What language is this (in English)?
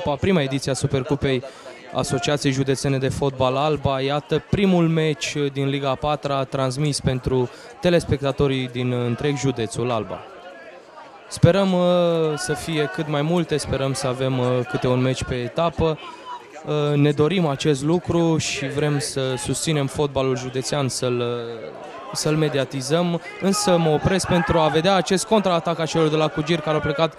Romanian